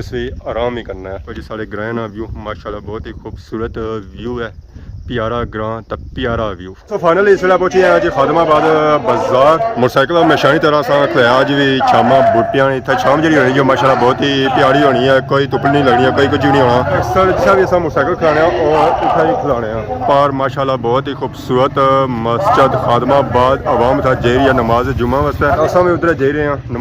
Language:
Pahari-Potwari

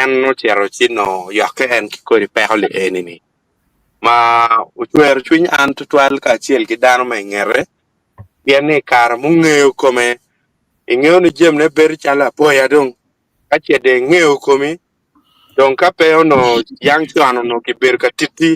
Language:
Acoli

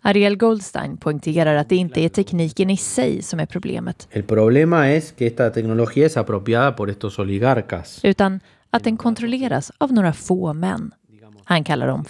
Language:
Swedish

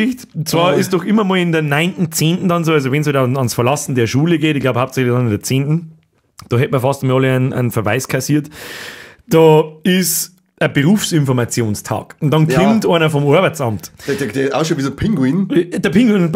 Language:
Bavarian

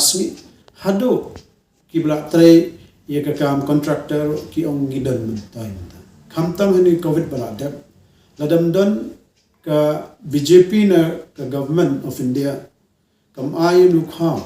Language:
Khasi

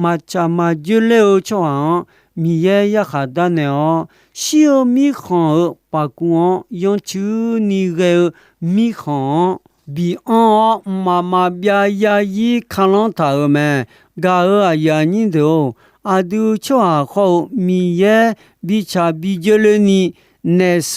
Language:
Akha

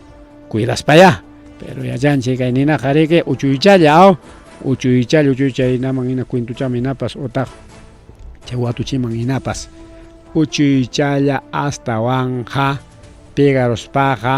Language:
Ayacucho Quechua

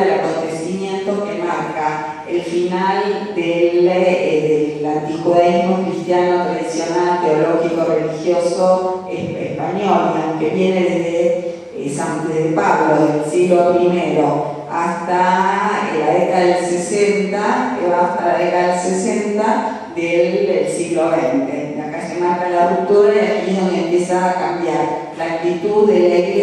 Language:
Ladino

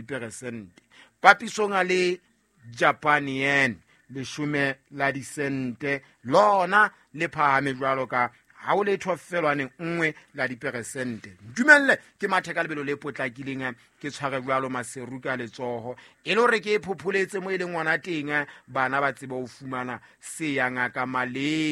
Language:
Southern Sotho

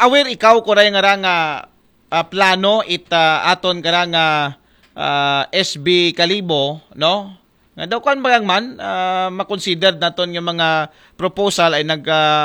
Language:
Aklanon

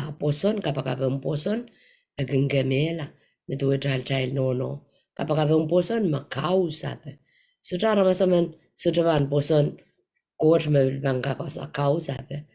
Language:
Pohnpeian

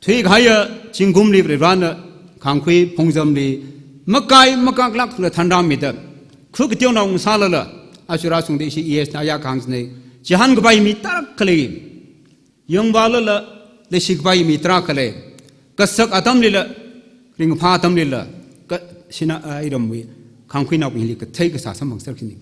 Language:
Tangkhul Naga (India)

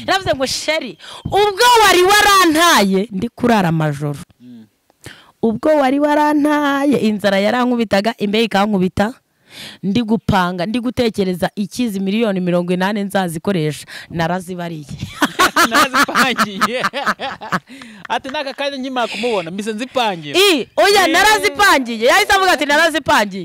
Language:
Kinyarwanda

